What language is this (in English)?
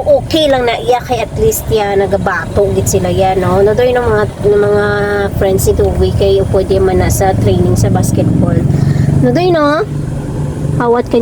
Hiligaynon